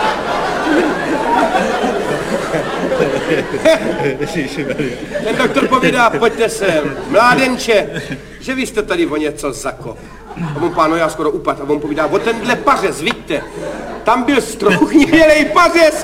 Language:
Czech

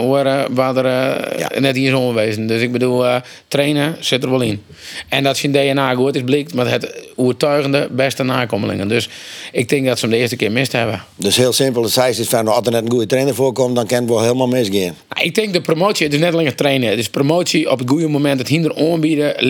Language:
Western Frisian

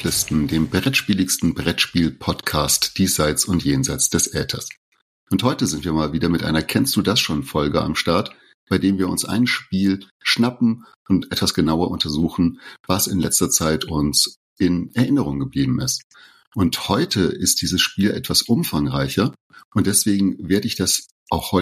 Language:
German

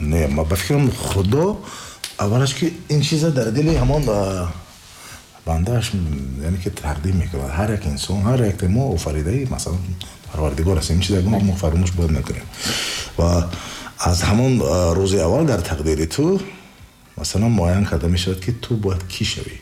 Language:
Tajik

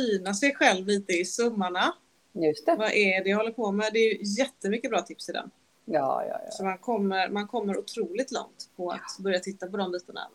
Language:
Swedish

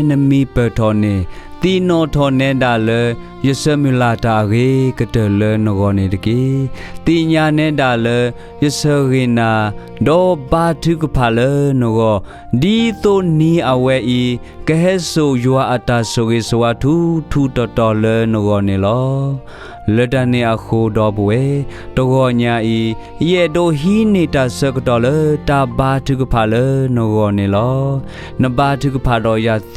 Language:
S'gaw Karen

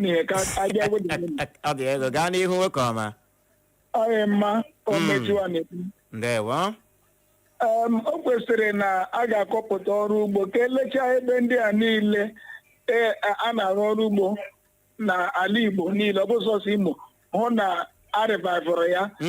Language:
Igbo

